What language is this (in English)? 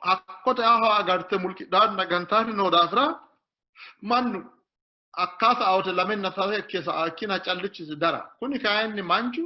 Sidamo